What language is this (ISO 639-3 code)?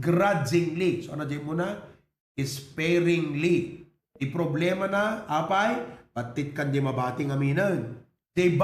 ilo